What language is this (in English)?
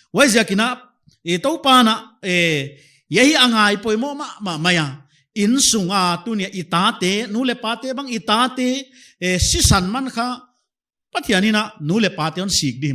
Paite Chin